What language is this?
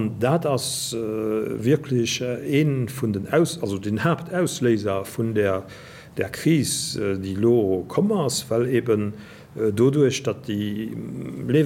Luxembourgish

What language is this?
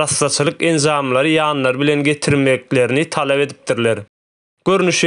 Turkmen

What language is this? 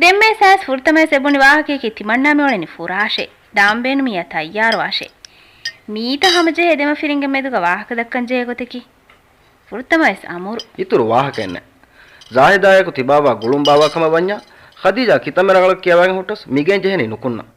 Divehi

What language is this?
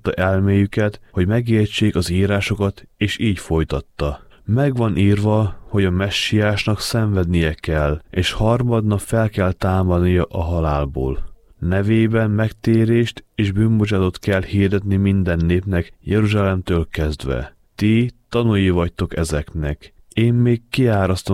Hungarian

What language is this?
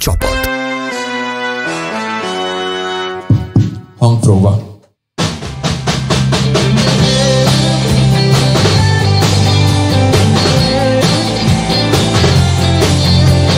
Hungarian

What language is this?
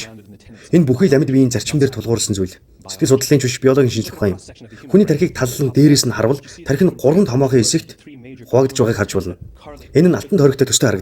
Mongolian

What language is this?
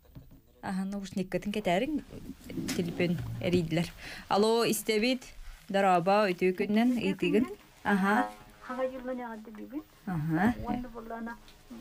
Yakut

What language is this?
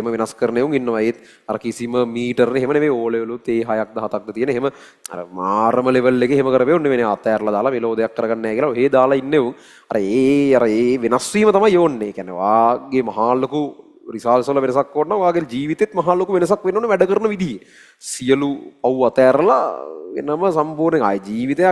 Sinhala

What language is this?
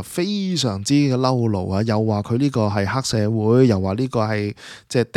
Cantonese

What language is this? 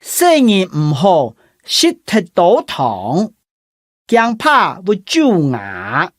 Hakka Chinese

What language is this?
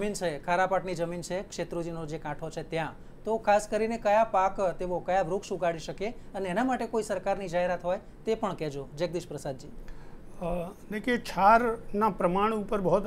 Gujarati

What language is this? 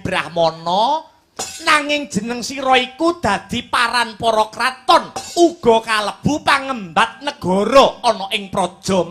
Javanese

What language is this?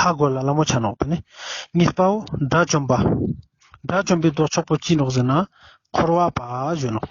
Ladakhi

